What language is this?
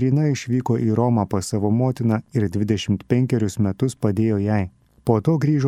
Lithuanian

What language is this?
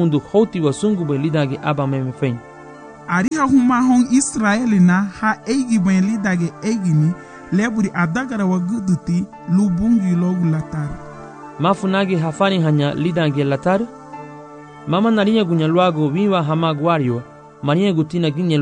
Garifuna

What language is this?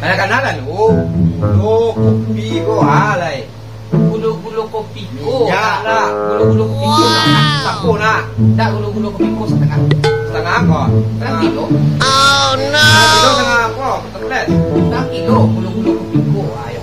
Minangkabau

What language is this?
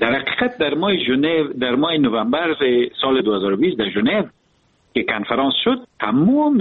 Persian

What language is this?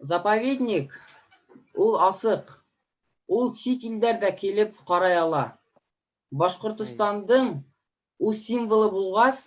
Bashkir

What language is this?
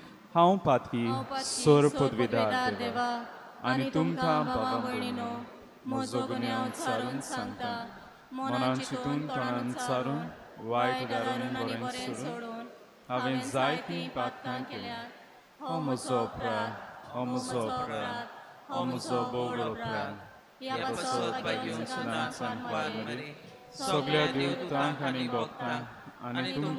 Konkani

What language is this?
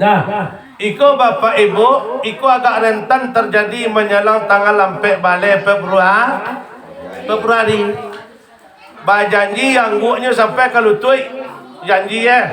Minangkabau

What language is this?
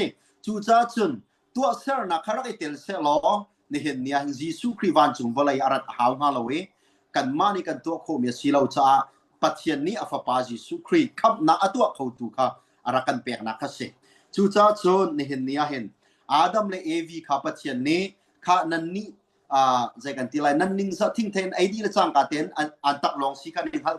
Hakha Chin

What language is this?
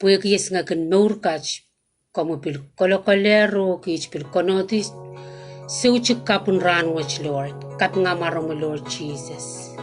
Pohnpeian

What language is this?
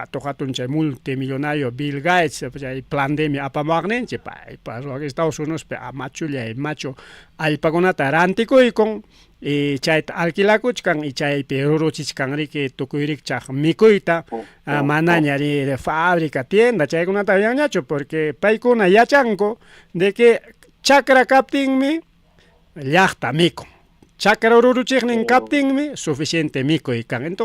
Ayacucho Quechua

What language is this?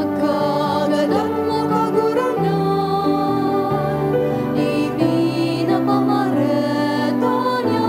Bikol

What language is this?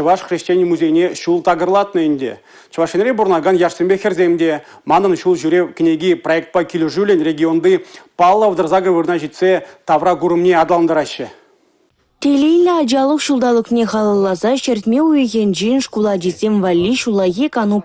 Chuvash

